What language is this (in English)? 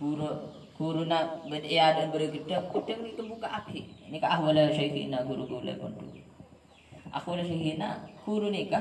Madurese